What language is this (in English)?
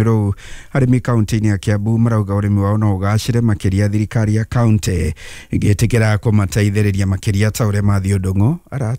Kikuyu